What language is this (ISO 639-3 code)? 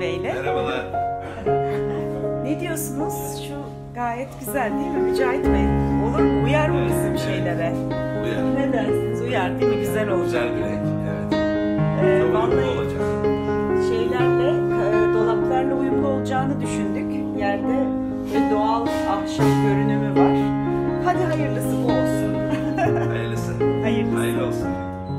tur